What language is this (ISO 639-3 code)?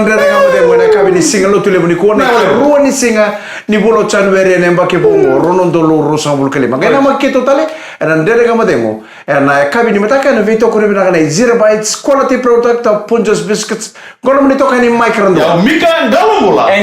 fij